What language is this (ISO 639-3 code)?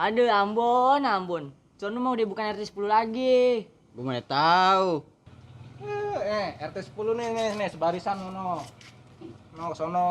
bew